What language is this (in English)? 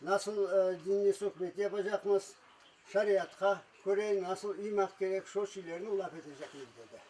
Crimean Tatar